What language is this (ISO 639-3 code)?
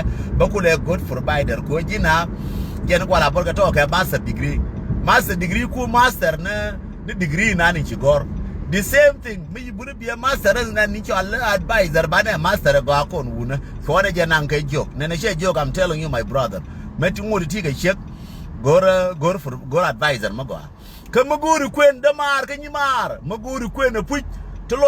nus